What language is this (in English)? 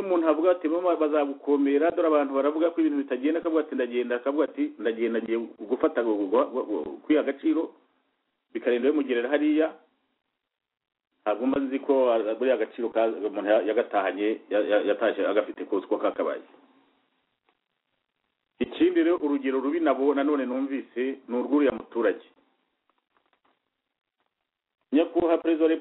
Kinyarwanda